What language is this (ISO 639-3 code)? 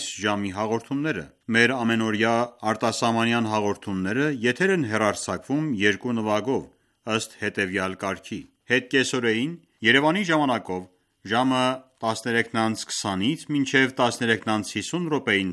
hye